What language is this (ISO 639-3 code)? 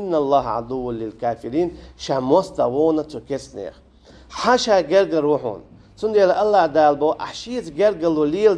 che